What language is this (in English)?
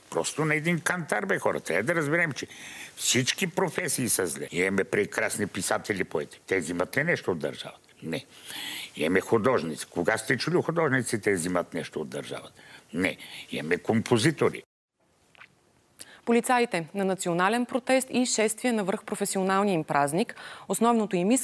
Bulgarian